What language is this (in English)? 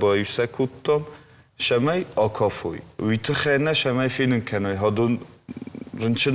Ossetic